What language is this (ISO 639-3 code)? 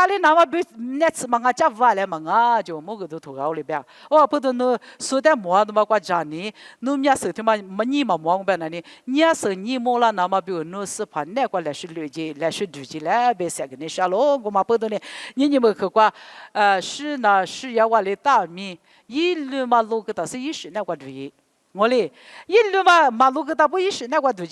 lis